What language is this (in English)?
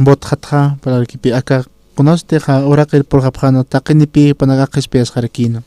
Aymara